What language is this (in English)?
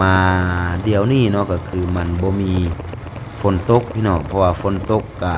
Lao